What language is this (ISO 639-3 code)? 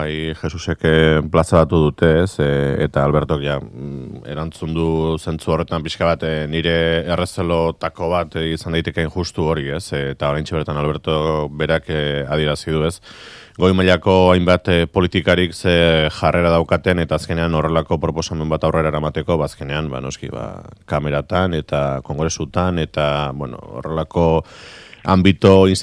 eus